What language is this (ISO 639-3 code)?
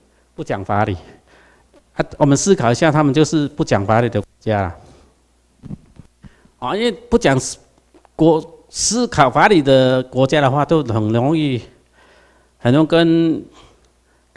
zho